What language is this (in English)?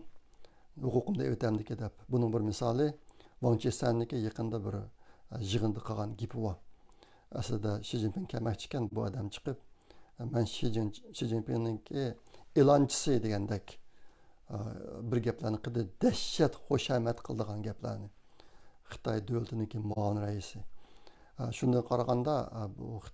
Uyghur